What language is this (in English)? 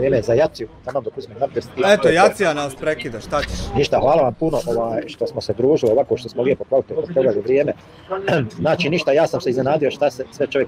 Bosnian